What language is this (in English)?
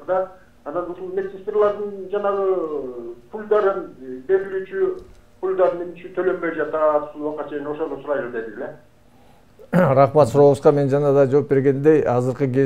Kyrgyz